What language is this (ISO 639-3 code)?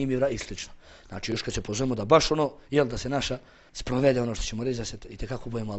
bos